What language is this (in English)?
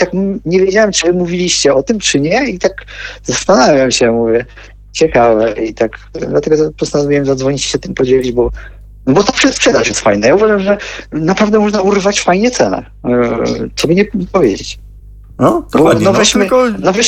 Polish